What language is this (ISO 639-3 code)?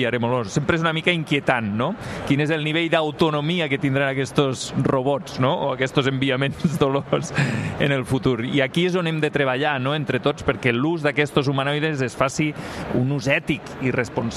cat